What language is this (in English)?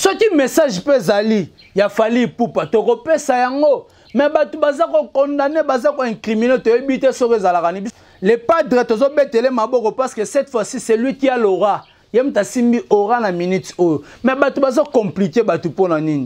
Lingala